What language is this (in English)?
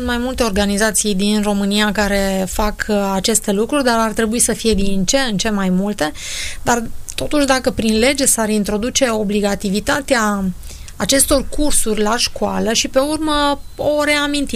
Romanian